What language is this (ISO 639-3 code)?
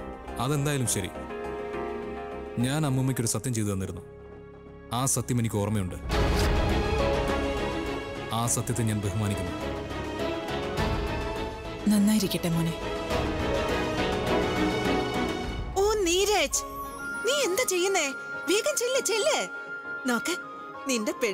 mal